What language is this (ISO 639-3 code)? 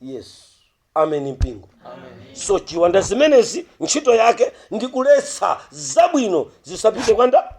nya